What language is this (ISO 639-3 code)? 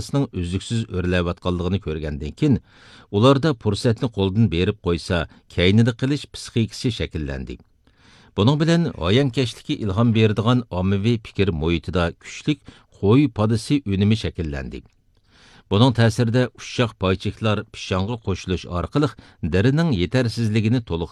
uig